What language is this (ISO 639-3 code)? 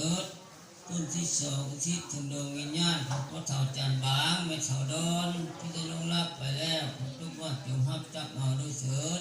lao